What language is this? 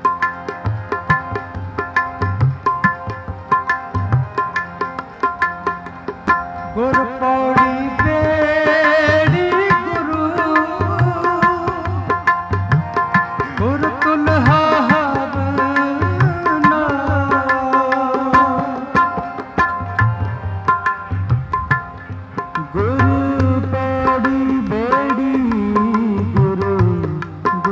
Punjabi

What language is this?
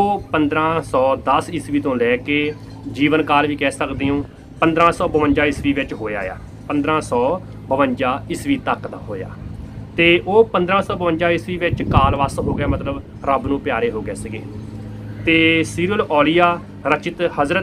Punjabi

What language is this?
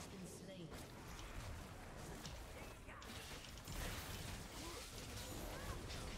Swedish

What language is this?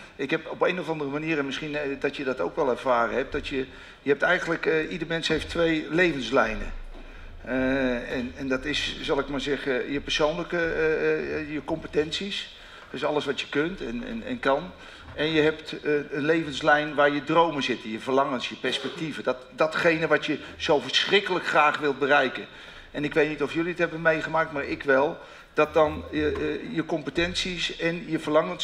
Dutch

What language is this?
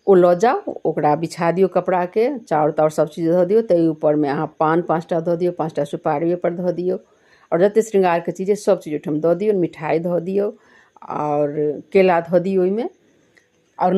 Maithili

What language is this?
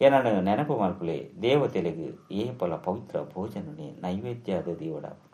Tulu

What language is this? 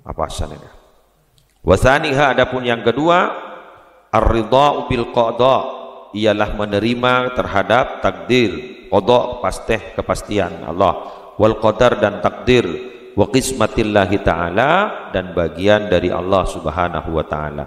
Madurese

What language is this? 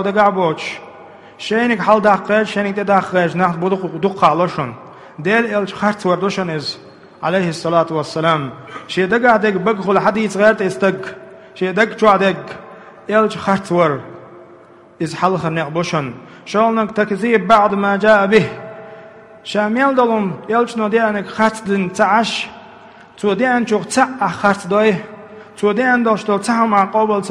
Chechen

